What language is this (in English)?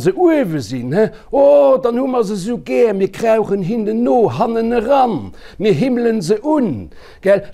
Luxembourgish